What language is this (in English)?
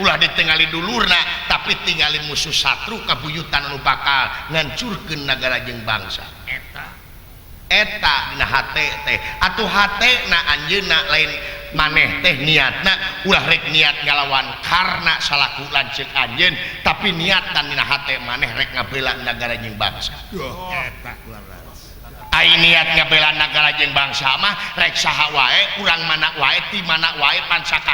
Sundanese